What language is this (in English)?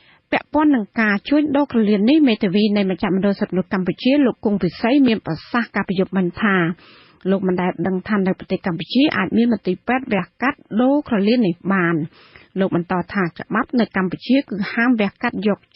Khmer